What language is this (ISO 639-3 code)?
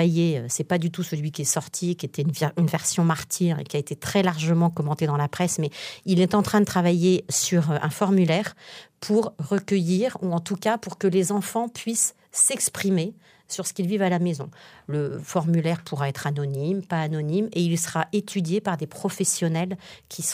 fra